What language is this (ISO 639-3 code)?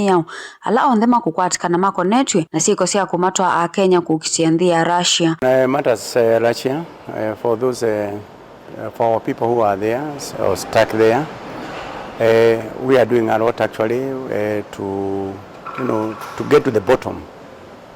kam